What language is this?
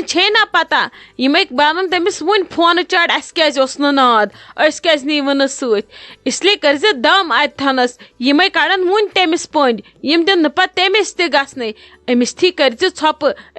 Kashmiri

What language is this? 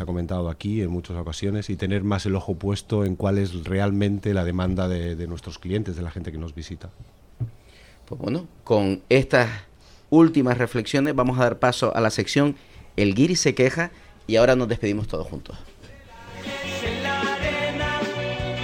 Spanish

